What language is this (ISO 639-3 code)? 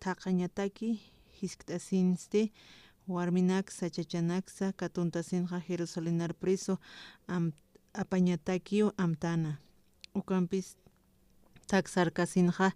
aym